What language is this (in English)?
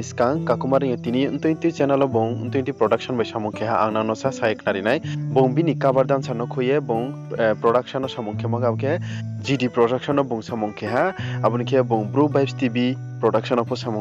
Riang (India)